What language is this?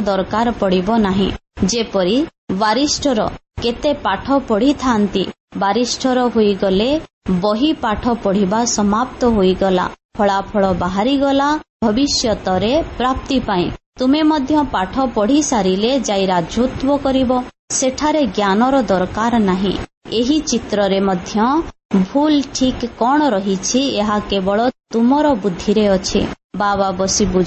Odia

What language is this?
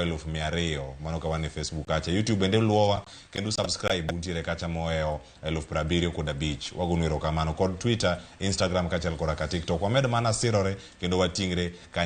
Luo (Kenya and Tanzania)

